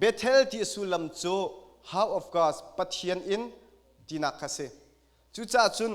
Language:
Hakha Chin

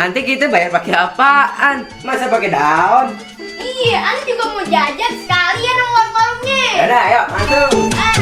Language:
Betawi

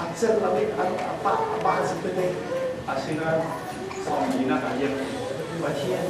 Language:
Falam Chin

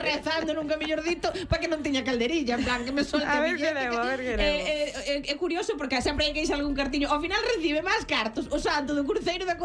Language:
Galician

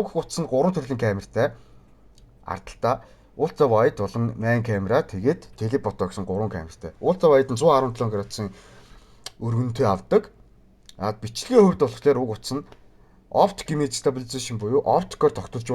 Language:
Mongolian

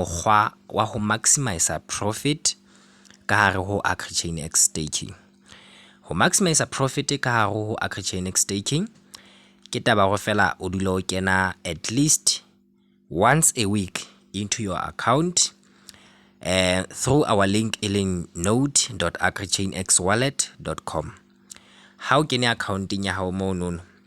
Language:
Southern Sotho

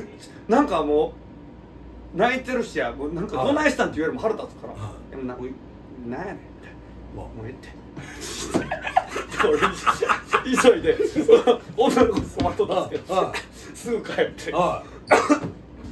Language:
Japanese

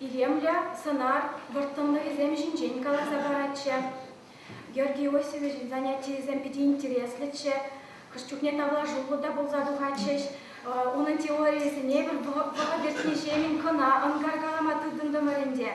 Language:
Chuvash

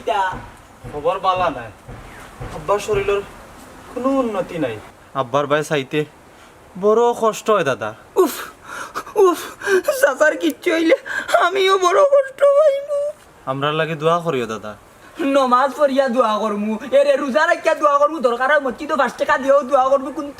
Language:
Sylheti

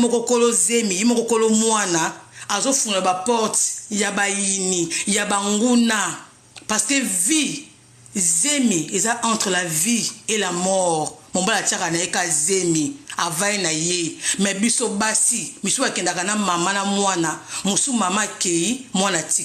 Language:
Lingala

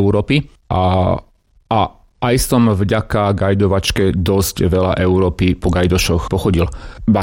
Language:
Slovak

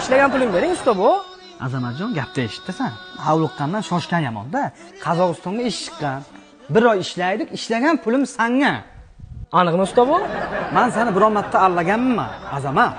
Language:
Uzbek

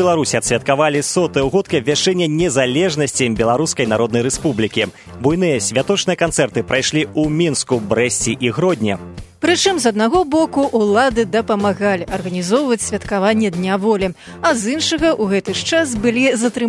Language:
Belarusian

